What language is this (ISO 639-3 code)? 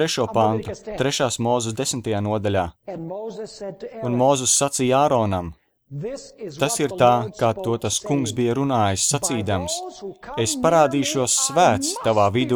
lav